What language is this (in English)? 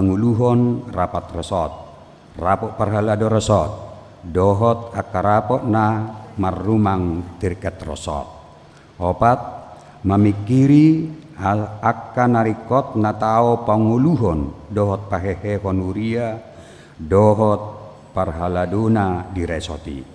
Batak Toba